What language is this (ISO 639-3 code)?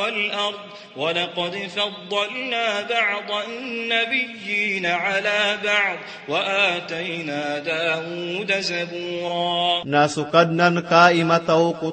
mrw